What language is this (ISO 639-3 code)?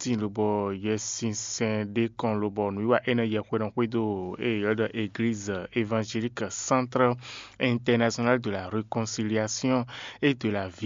fon